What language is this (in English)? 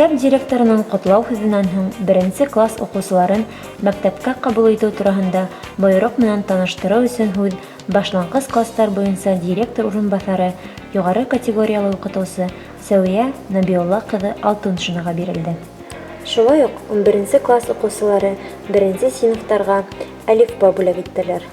Bashkir